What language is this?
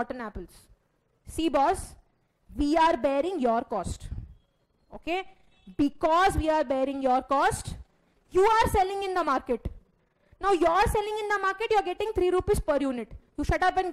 English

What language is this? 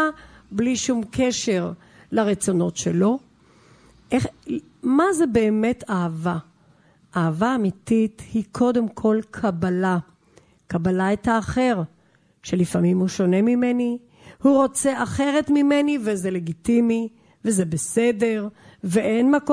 Hebrew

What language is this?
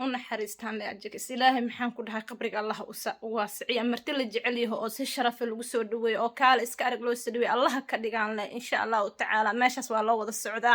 Somali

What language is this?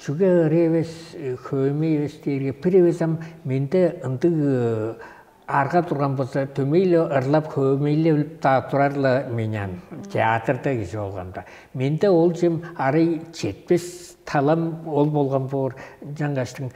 Tuvinian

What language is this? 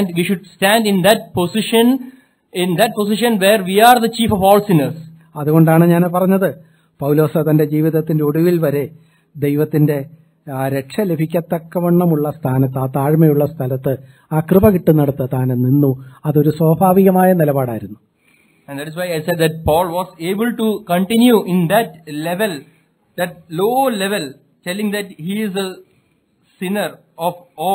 Malayalam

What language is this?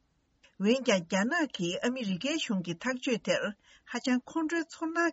Tibetan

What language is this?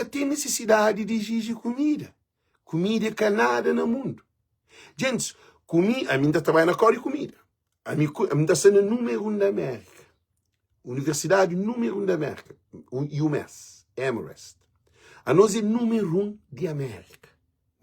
Kabuverdianu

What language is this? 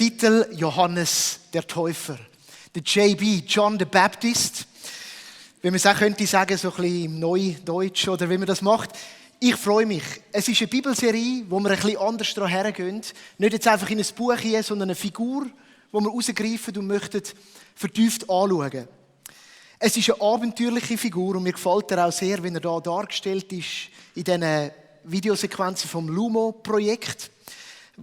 Swiss German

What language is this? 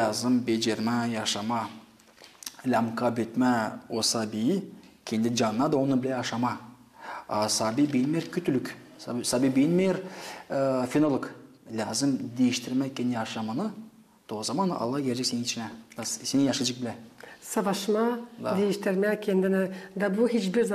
Gagauz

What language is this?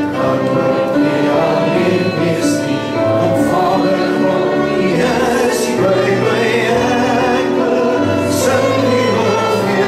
Afrikaans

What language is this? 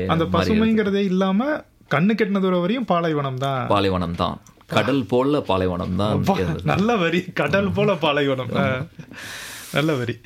Tamil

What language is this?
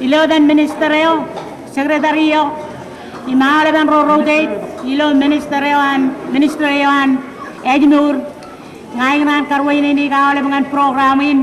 Marshallese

